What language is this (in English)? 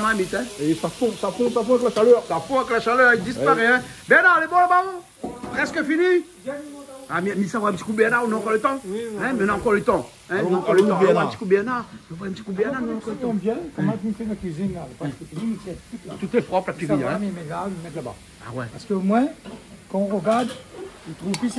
Réunion Creole French